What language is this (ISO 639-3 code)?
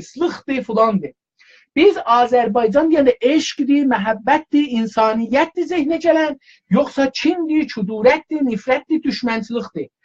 azb